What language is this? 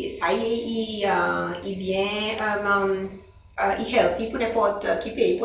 Seselwa Creole French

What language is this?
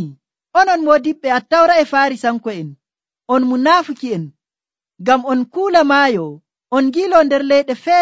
Nigerian Fulfulde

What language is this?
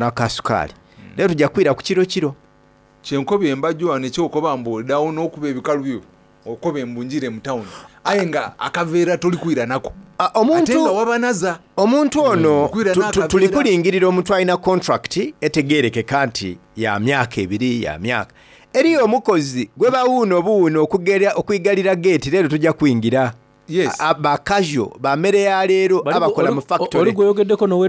Soga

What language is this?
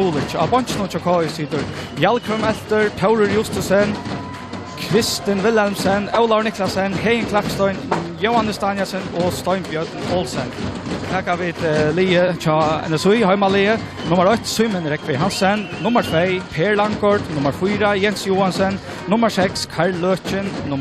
Faroese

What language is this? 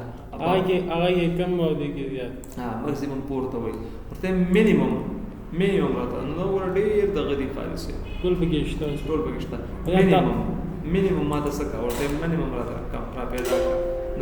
Pashto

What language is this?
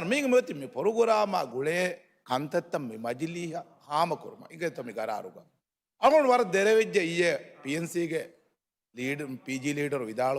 Divehi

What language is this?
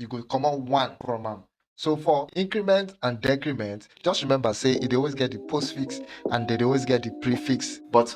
Nigerian Pidgin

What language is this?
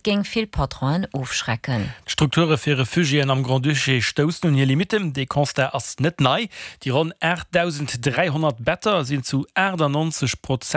Luxembourgish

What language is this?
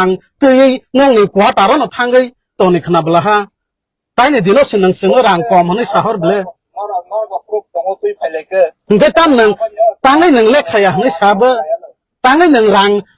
Kok Borok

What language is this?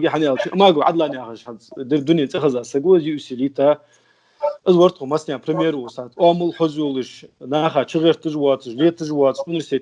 Ingush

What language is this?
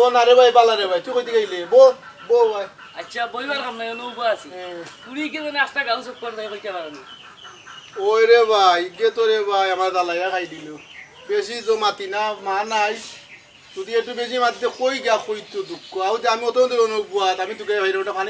Sylheti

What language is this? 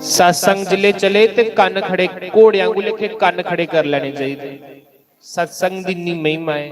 Dogri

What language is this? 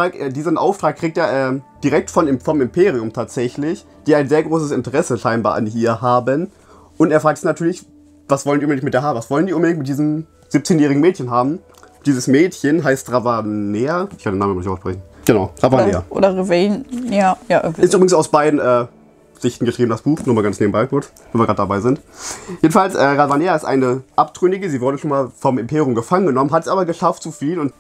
German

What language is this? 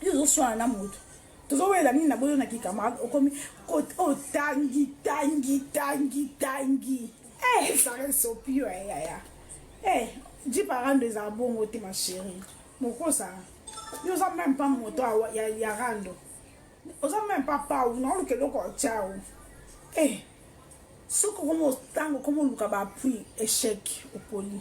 Lingala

